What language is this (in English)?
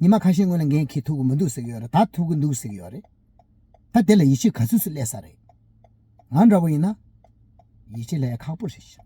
Tibetan